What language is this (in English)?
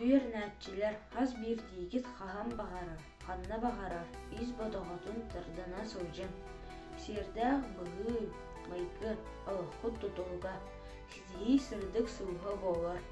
Yakut